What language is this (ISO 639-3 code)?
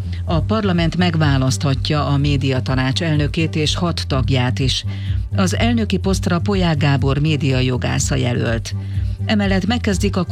hun